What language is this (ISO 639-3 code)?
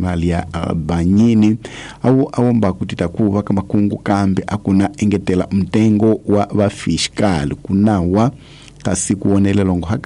tso